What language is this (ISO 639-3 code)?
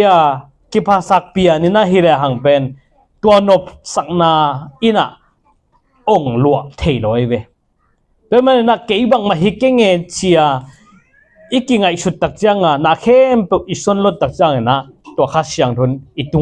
ctd